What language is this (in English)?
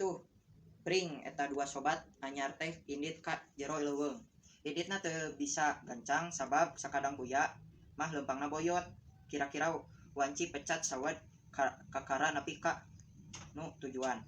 Sundanese